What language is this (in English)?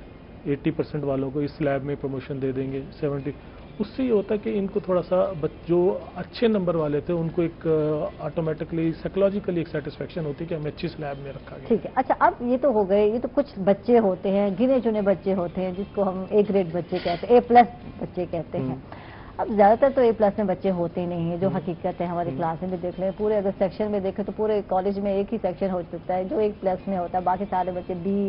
Urdu